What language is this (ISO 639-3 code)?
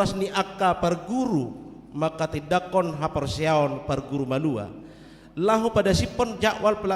bbc